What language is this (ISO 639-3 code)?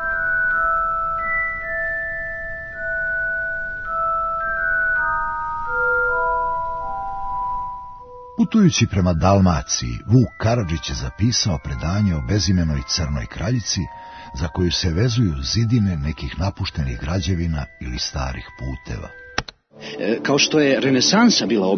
srp